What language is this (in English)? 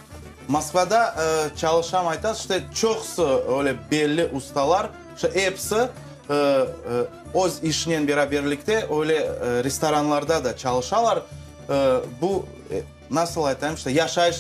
Crimean Tatar